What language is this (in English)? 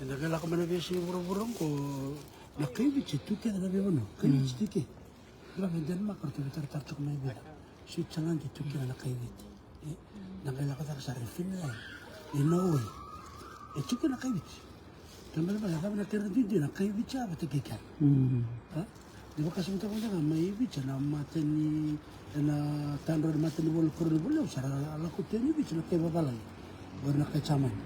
Fijian